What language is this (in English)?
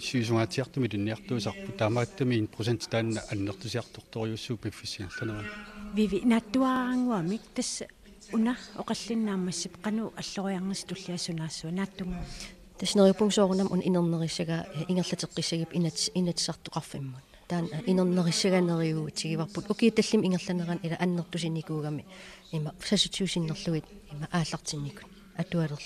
Kalaallisut